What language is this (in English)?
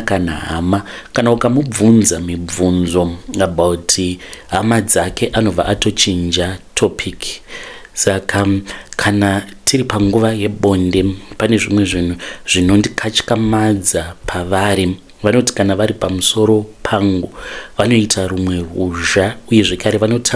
Shona